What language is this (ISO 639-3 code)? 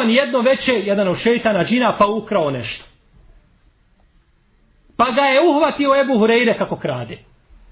bos